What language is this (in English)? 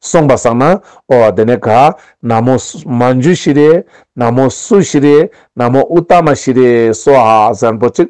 Ladakhi